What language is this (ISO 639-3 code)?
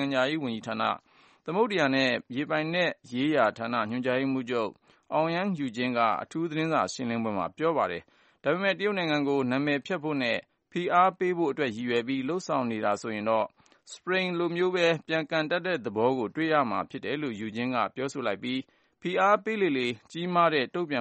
mya